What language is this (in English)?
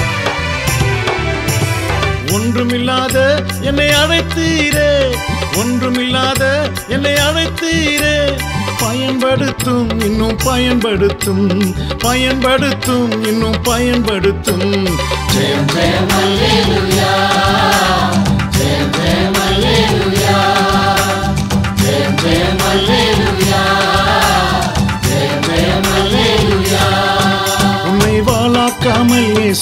Tamil